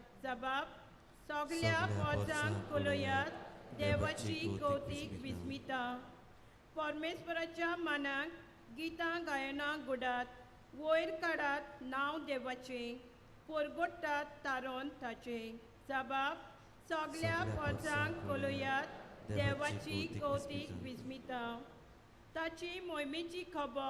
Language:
Konkani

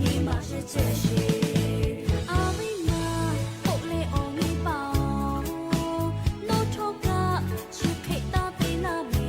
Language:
Lahu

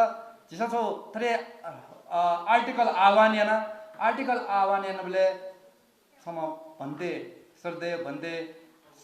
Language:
Newari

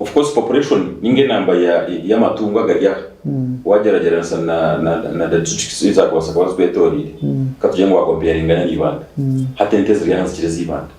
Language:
Nyankole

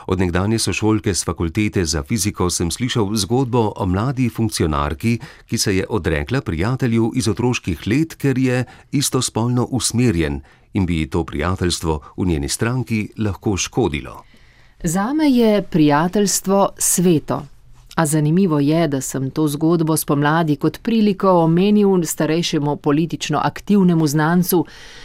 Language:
Slovenian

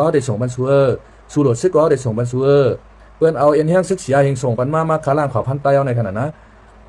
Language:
Shan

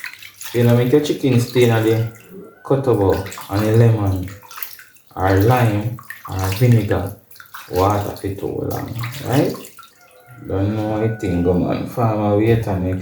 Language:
Jamaican Creole English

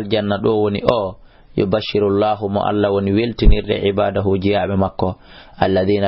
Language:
Fula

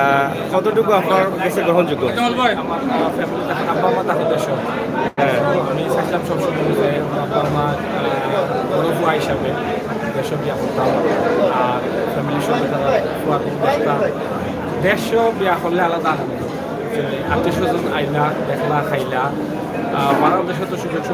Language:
Sylheti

